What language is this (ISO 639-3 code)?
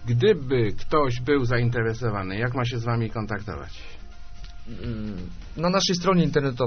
pol